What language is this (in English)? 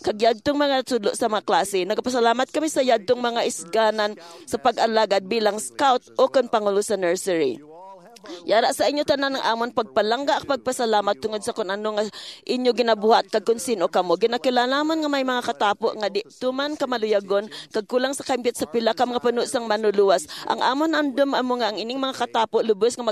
Hiligaynon